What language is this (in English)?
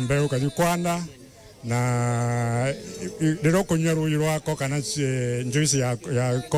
Meru